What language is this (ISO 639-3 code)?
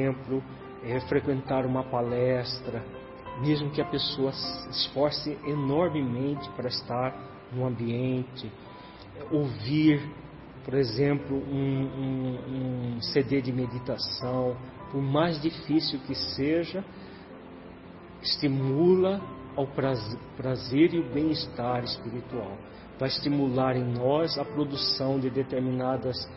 por